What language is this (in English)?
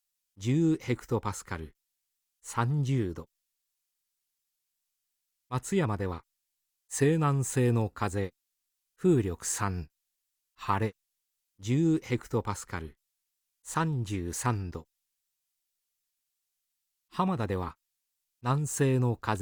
Japanese